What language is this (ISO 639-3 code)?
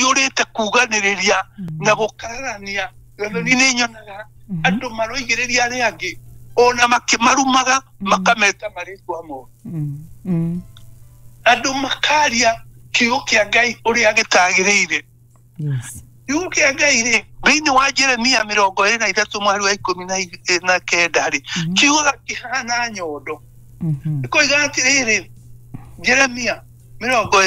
kik